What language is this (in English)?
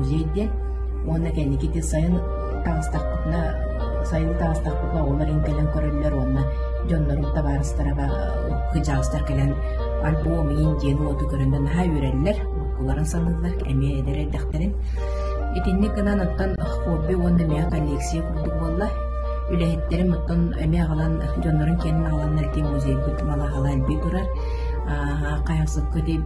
Yakut